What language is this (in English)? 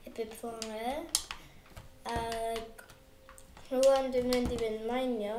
Welsh